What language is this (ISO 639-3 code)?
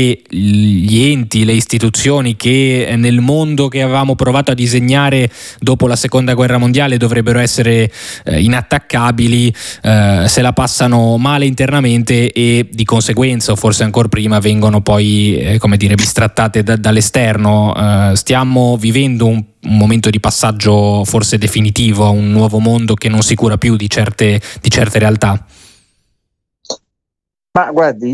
ita